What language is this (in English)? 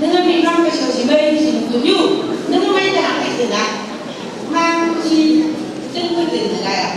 Phom Naga